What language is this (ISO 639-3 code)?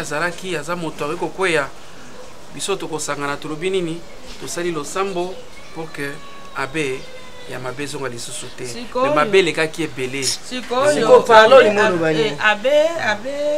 lin